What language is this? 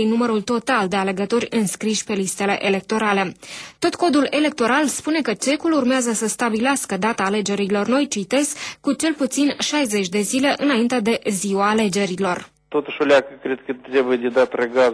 Romanian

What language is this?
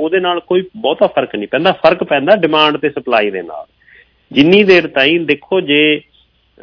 Punjabi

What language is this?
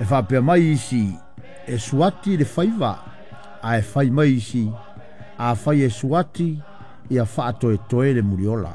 Samoan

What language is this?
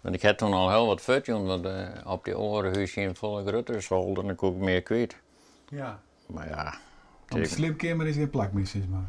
Western Frisian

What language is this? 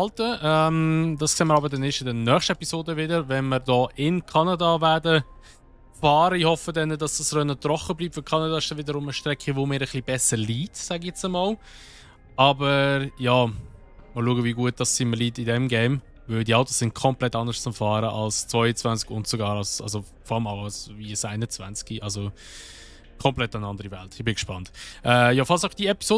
Swiss German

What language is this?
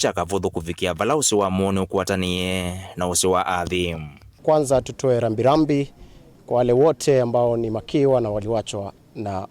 Kamba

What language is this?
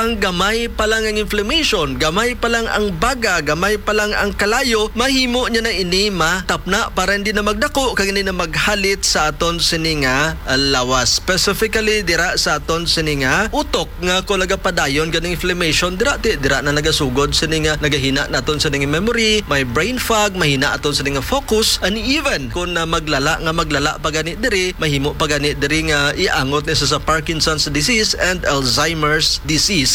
Hiligaynon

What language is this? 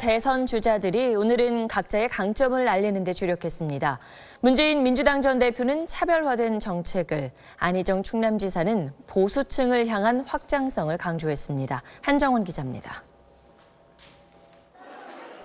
Korean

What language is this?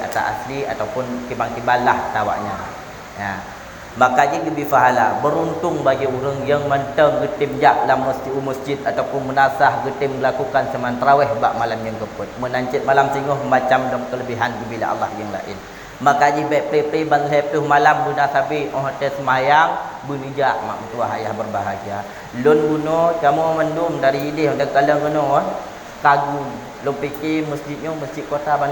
Achinese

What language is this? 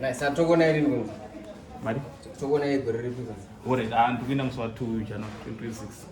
Shona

